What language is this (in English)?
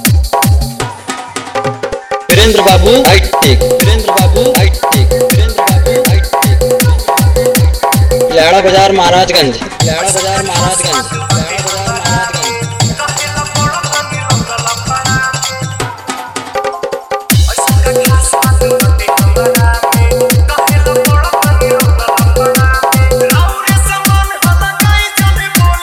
Bhojpuri